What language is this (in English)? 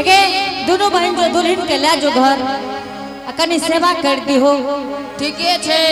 Angika